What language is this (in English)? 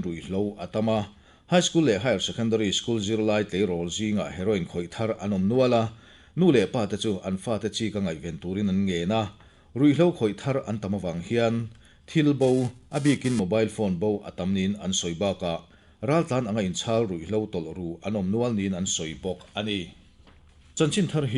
Mizo